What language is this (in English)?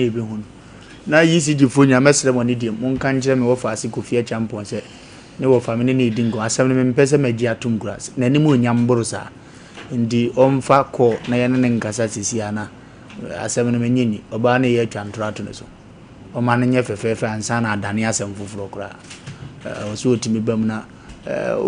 Akan